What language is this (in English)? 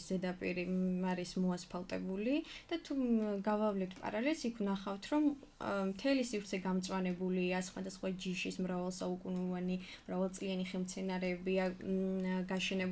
Georgian